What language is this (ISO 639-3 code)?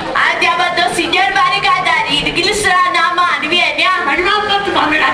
nap